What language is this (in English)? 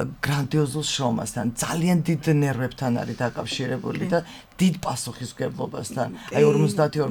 Georgian